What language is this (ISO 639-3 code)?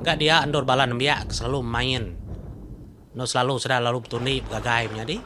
iba